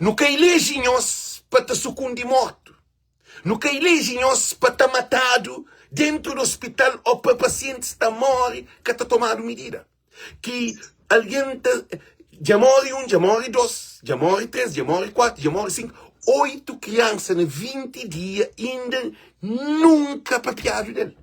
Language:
Kabuverdianu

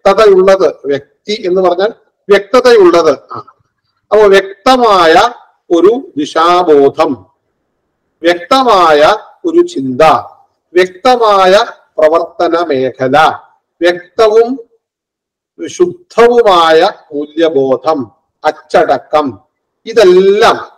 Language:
Malayalam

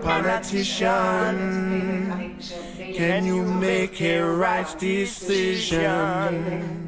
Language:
Western Frisian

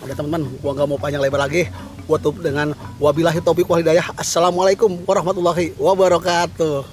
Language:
Betawi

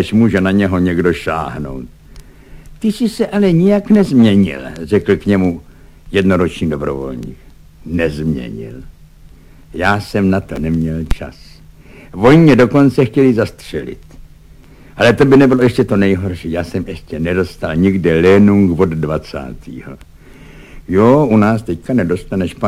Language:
Czech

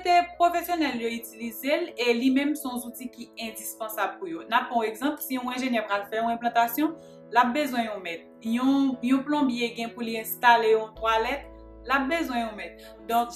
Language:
Haitian Creole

